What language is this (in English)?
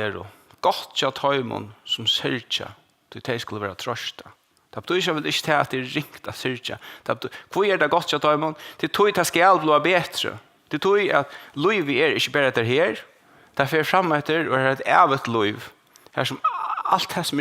Faroese